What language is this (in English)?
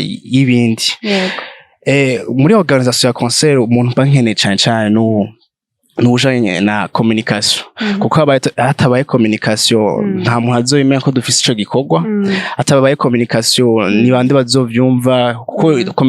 Rundi